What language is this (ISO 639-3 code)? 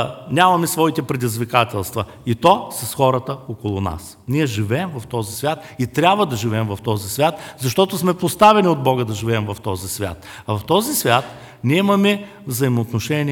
bul